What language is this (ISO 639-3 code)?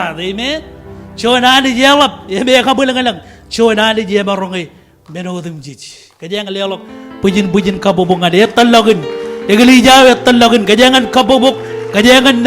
mah